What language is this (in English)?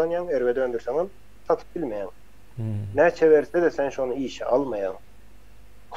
Turkmen